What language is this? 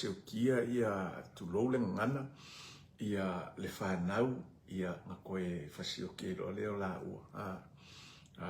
Samoan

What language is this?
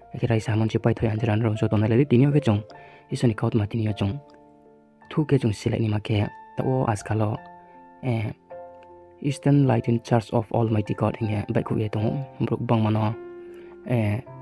Riang (India)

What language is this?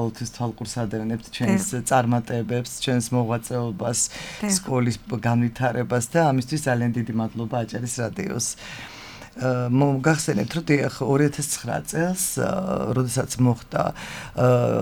Georgian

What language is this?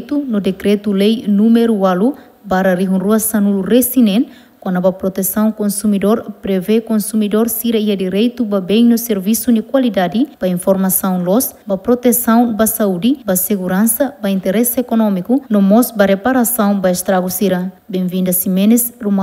Tetum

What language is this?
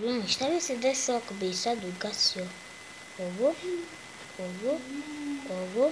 Bosnian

